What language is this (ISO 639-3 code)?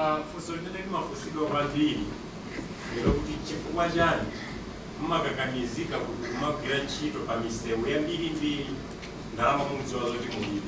nya